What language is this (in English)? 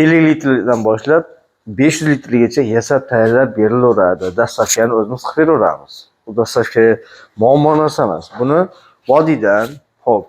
Uzbek